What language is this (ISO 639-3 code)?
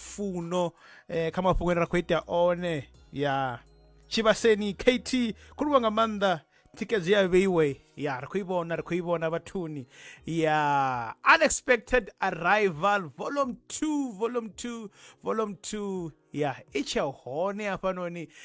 ven